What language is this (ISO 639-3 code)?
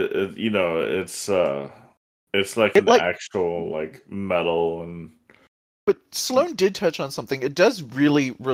eng